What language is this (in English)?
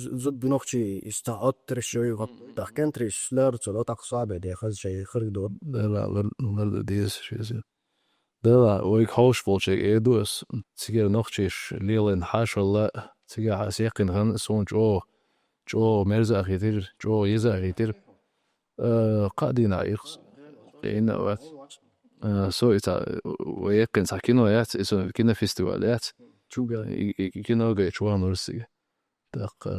Chechen